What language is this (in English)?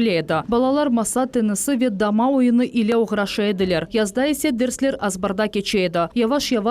Crimean Tatar